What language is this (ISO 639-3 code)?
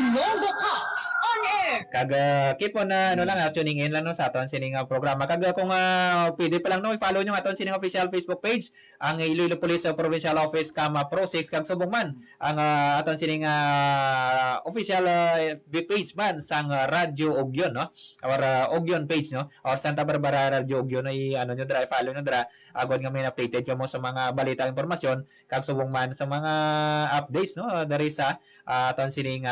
hil